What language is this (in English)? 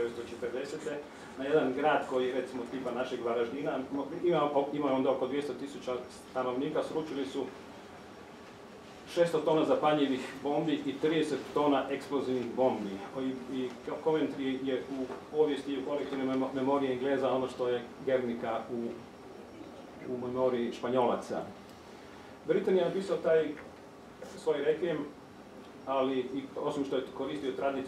Croatian